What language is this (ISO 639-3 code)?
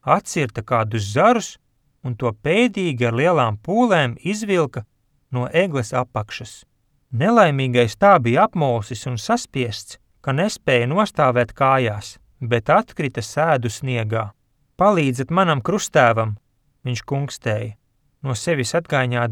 lav